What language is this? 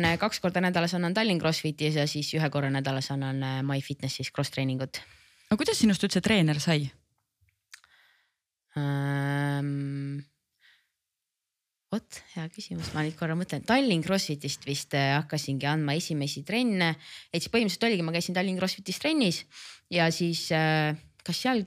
Estonian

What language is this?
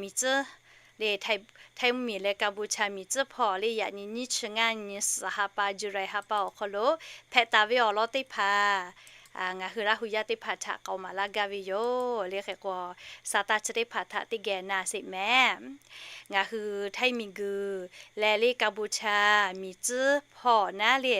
Lahu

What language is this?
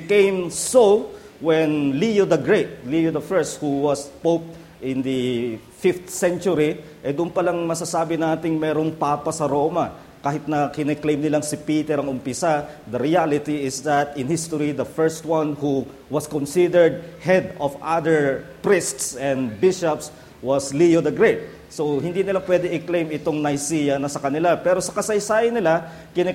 Filipino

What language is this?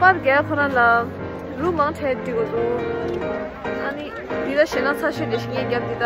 Tibetan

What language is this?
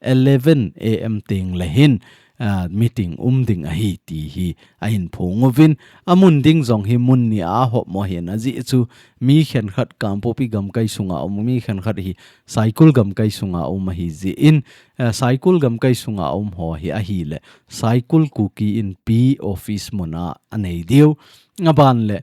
Thado Chin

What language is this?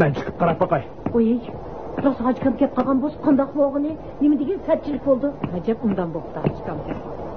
Uyghur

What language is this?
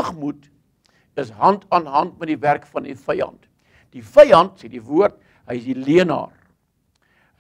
Afrikaans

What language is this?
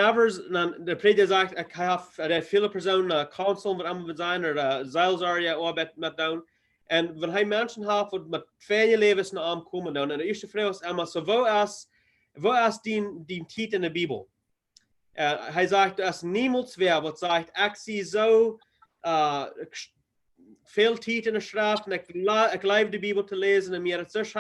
Plautdietsch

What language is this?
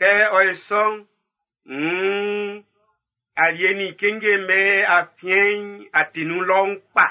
Baoulé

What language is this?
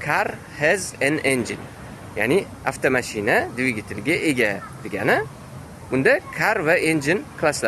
Uzbek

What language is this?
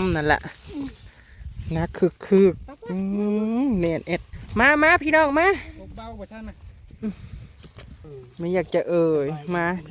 Northeastern Thai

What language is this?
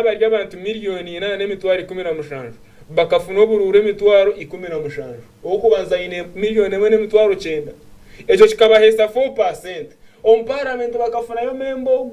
Nyankole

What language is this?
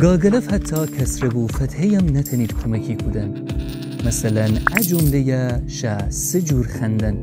Gilaki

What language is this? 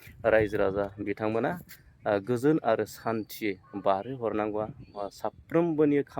Bodo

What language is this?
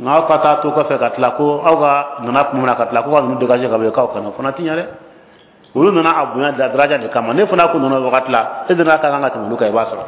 Bambara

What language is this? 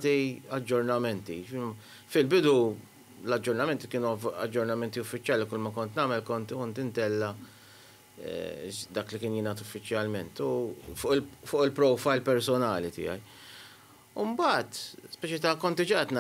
Maltese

